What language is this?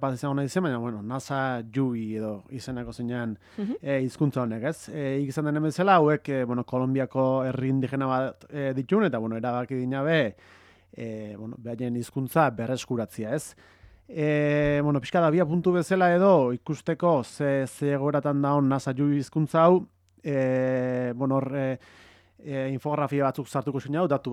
Basque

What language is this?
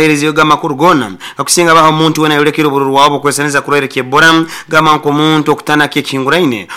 Nyoro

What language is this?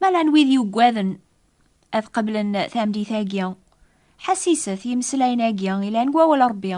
Kabyle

